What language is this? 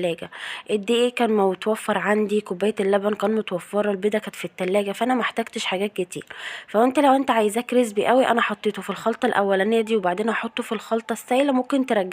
Egyptian Arabic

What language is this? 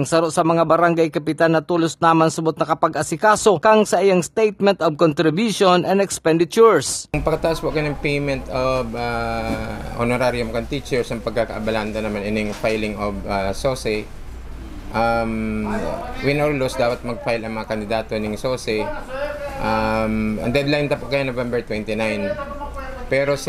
Bikol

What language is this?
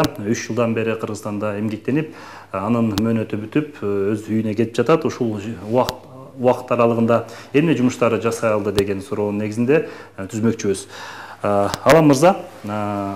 Kyrgyz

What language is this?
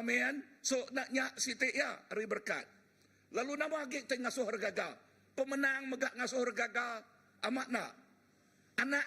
Iban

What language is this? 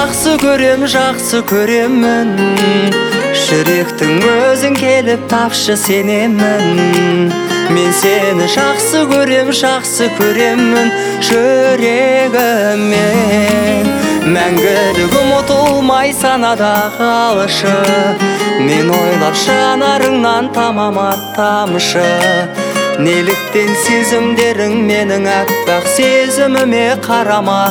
Kazakh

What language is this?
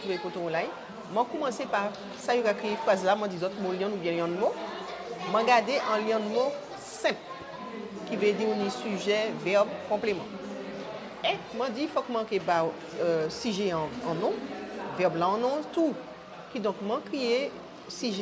Guadeloupean Creole French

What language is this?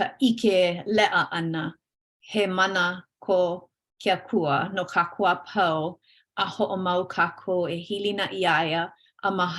Hawaiian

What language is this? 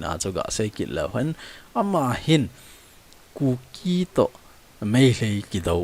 Thado Chin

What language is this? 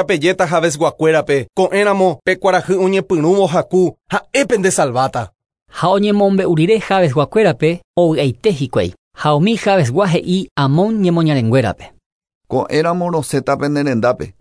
Guarani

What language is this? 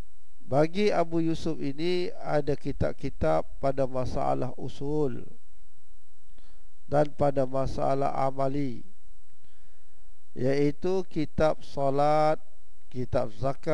Malay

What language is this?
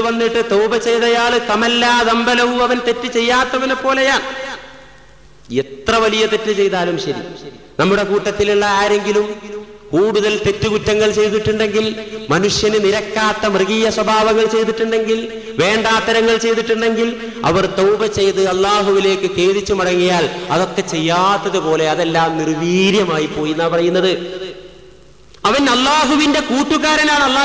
Malayalam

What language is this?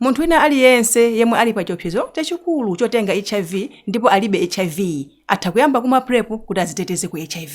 Nyanja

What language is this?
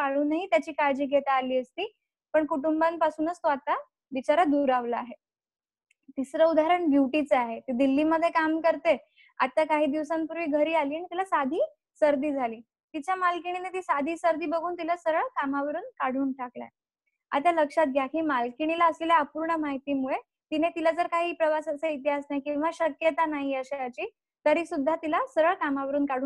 Marathi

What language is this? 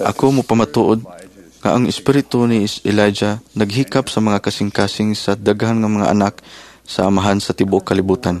Cebuano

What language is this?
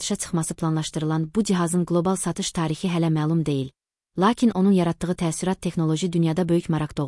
Azerbaijani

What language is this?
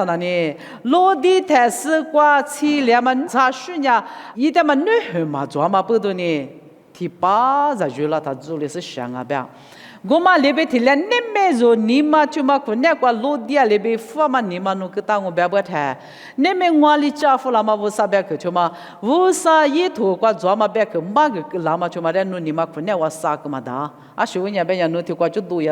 Lisu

